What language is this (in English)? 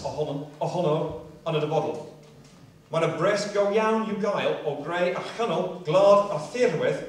Welsh